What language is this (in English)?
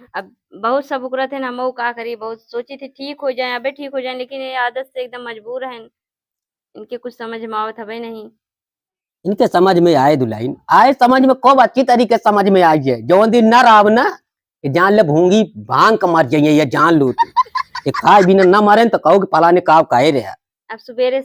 Awadhi